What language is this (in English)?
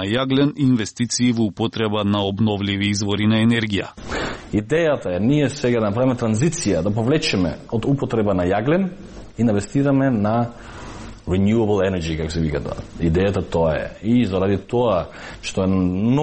Macedonian